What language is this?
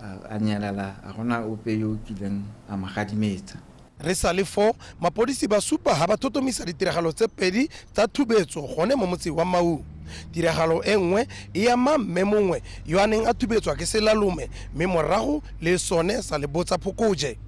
Tswana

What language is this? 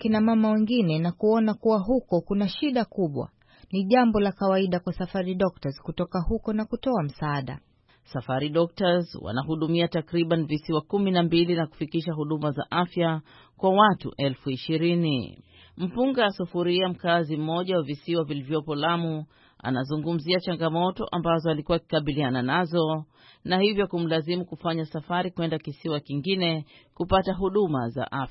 Swahili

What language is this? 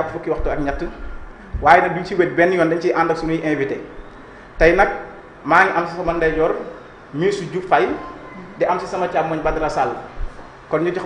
Wolof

